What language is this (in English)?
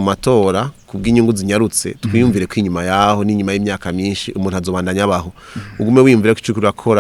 Rundi